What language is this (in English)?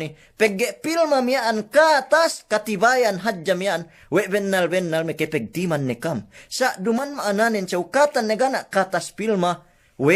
Yakan